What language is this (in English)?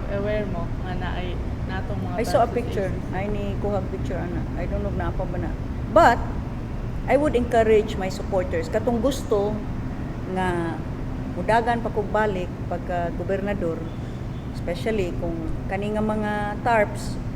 Cebuano